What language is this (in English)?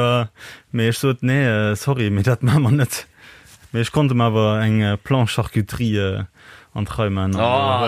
Luxembourgish